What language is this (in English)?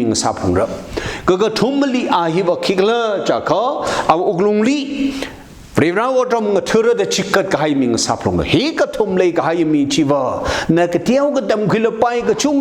Tangkhul Naga (India)